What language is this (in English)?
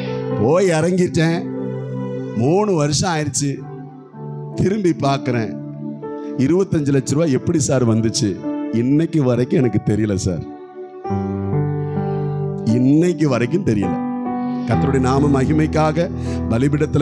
Tamil